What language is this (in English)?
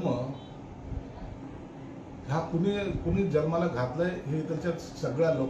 Marathi